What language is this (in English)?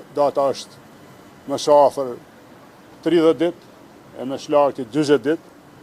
Albanian